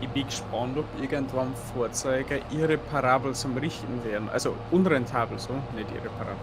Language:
Bavarian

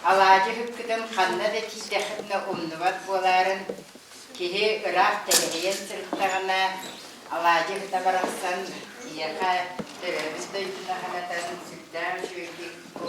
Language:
Yakut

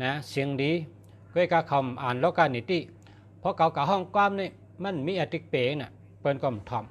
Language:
Shan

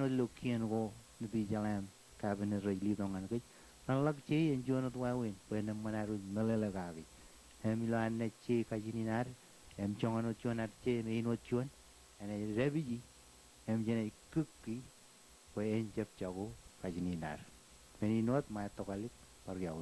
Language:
Marshallese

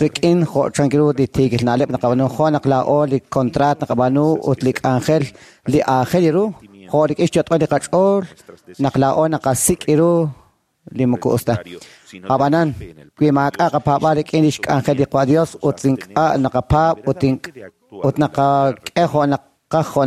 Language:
Kekchí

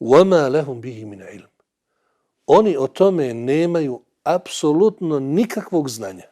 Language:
Bosnian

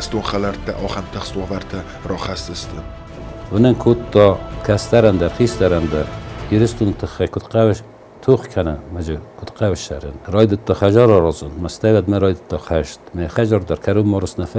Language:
Ossetic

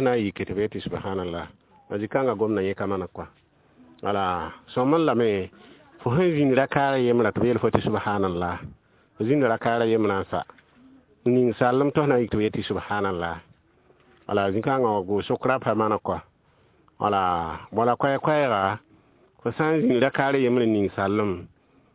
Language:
Mossi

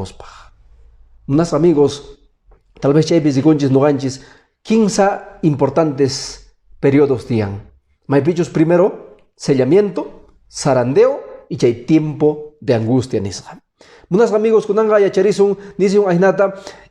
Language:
Quechua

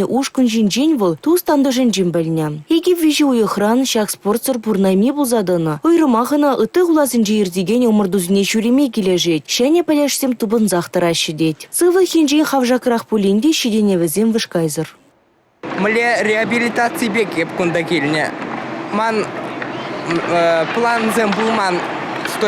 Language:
Chuvash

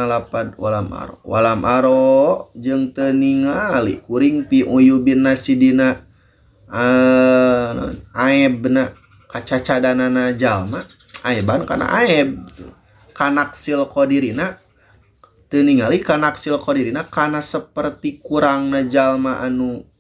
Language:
Sundanese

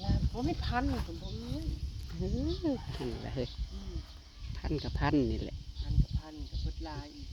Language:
Northeastern Thai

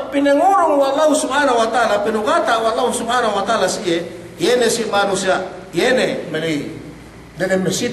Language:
Yakan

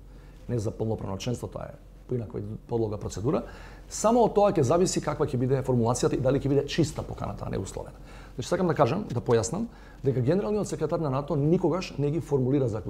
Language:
Macedonian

